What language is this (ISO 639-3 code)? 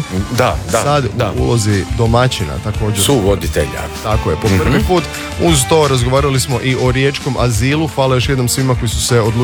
hrv